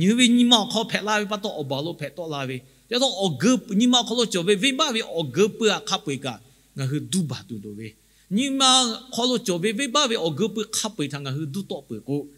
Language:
Lahu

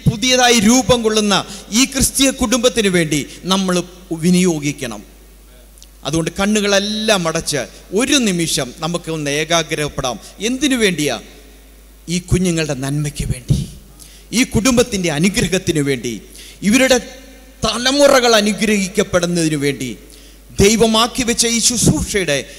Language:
Malayalam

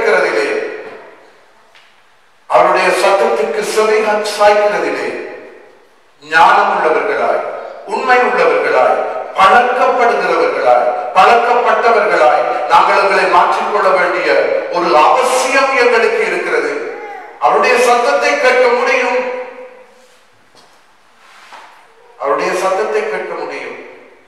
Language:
Tamil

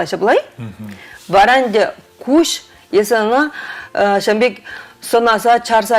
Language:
Chuvash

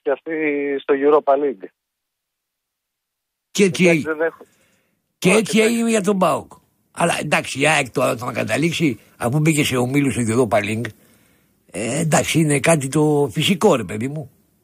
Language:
Greek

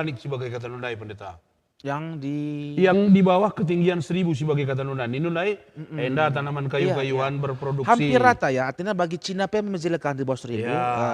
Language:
Batak Karo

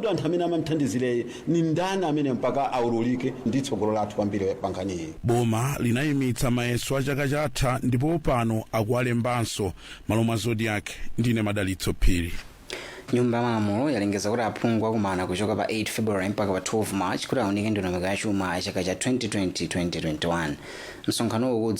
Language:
Nyanja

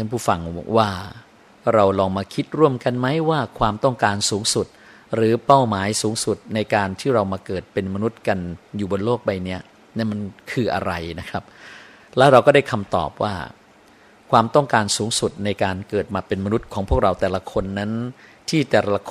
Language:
Thai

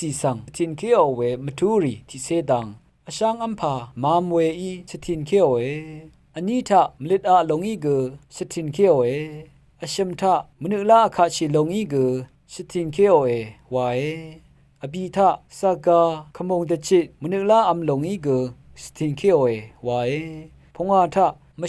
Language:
Rawang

